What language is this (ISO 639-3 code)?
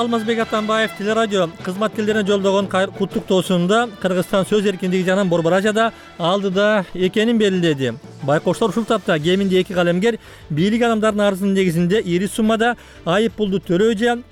kir